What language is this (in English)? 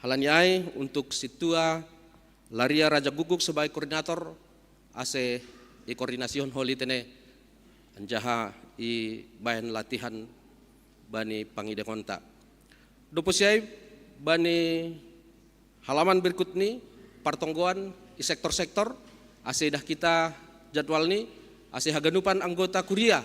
Batak Simalungun